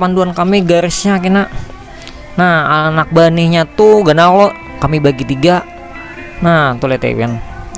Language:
Banjar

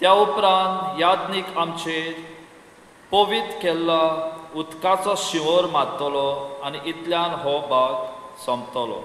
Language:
Konkani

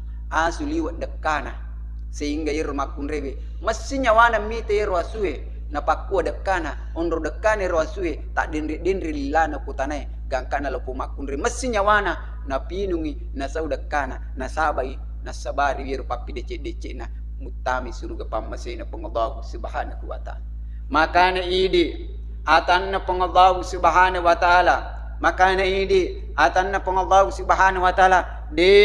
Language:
Buginese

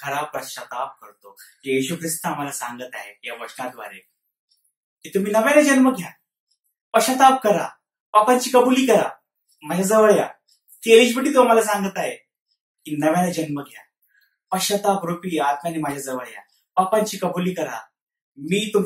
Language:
Marathi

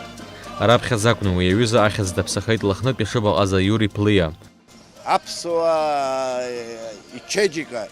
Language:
Abkhazian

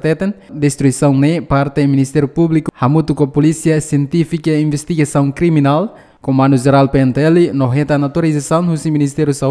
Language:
Tetum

